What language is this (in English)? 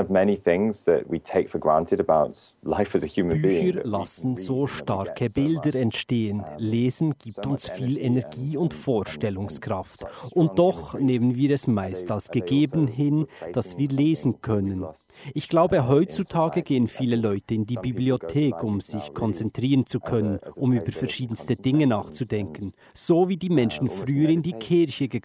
German